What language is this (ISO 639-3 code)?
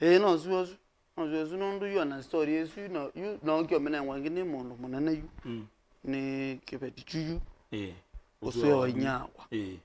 kam